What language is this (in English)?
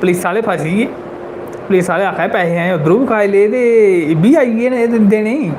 Dogri